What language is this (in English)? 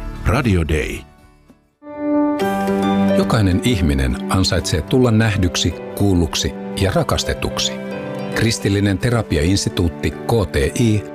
Finnish